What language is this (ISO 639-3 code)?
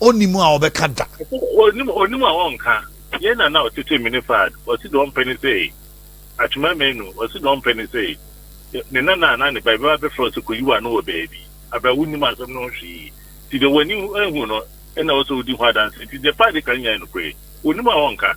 aka